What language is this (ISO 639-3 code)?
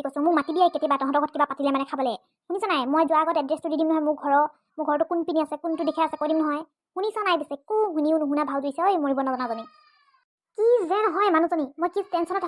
asm